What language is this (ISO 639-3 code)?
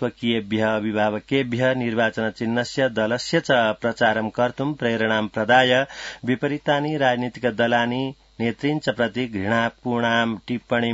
san